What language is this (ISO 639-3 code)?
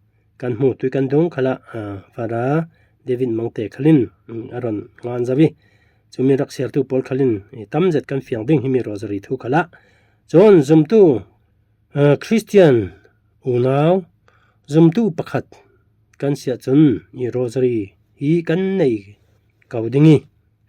cfm